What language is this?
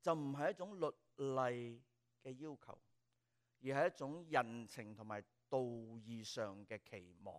Cantonese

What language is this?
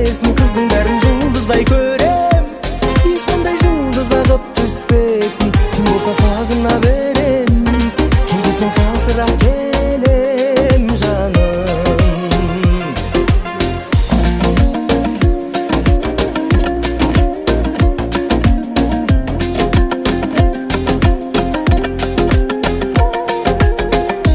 Kazakh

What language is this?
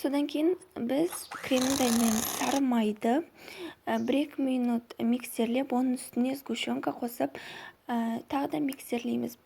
Kazakh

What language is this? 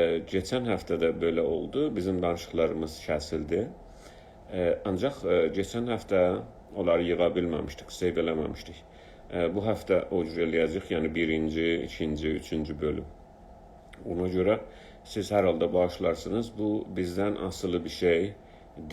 South Azerbaijani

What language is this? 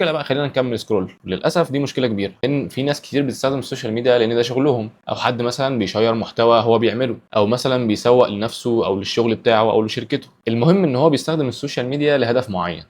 Egyptian Arabic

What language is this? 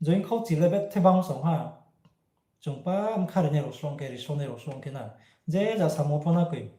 Riang (India)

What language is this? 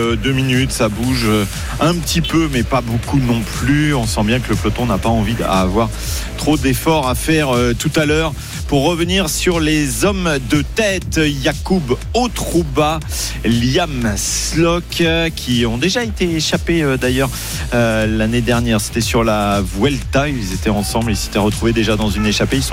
French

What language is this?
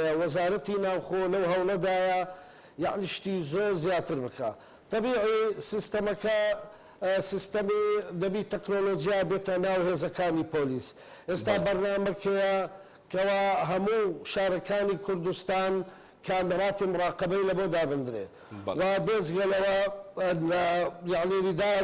Central Kurdish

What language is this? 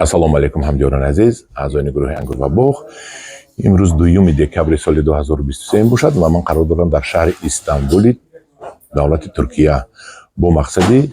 Tajik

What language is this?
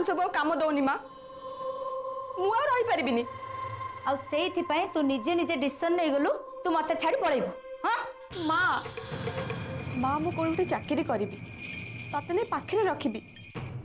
Odia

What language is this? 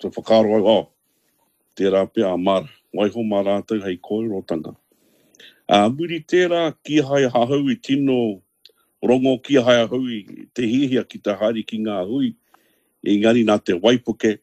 Māori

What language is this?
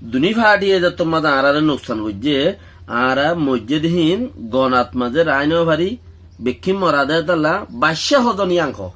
Rohingya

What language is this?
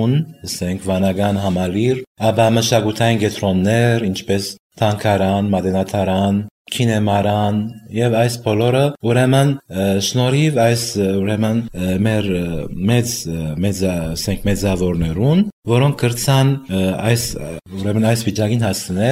Armenian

